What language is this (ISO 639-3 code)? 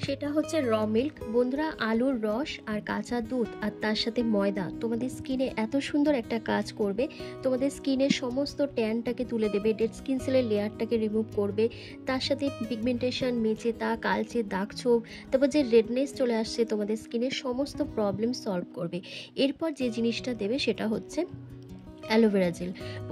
ben